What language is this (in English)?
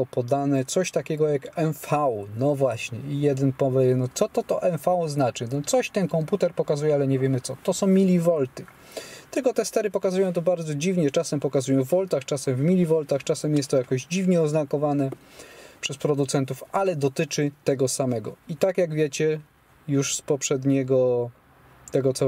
Polish